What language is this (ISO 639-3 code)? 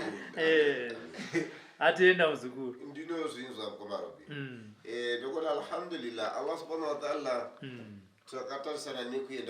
sna